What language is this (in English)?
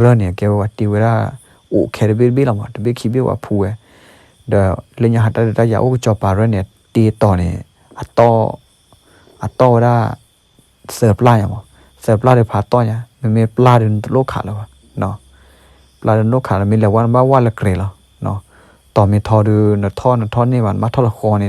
S'gaw Karen